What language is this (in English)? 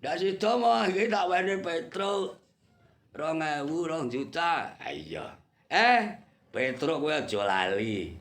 Javanese